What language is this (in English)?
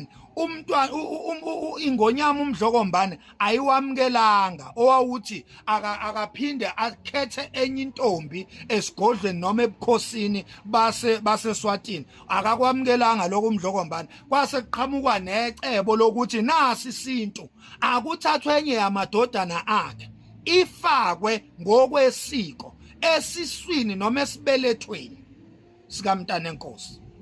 Zulu